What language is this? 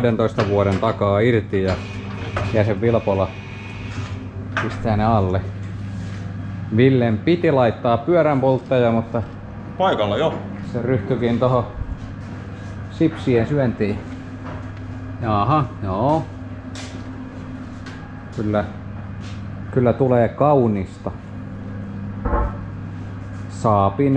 Finnish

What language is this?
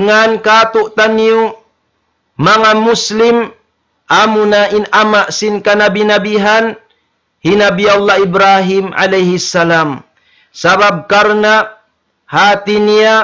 Tausug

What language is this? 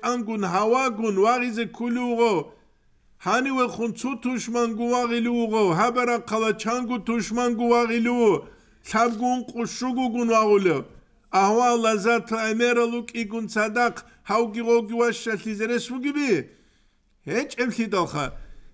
Avaric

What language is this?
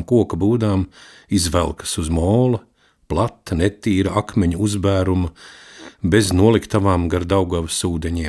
Latvian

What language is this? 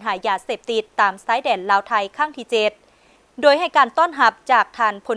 Lao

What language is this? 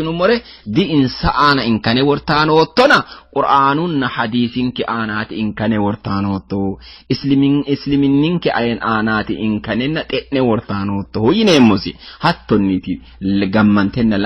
Sidamo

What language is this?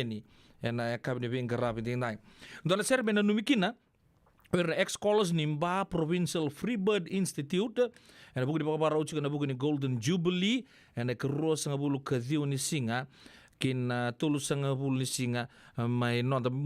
Fijian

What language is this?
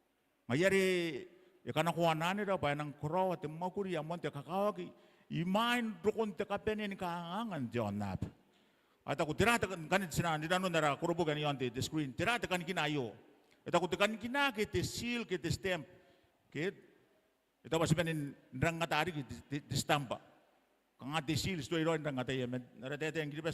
Gilbertese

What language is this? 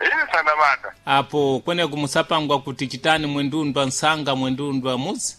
Sena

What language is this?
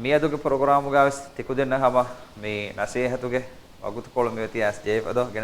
Divehi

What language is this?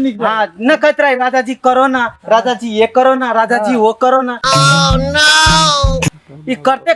Maithili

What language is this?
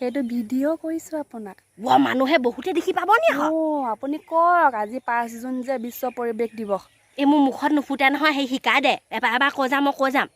Assamese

